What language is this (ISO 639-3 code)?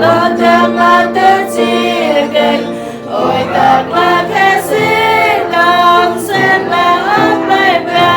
cmo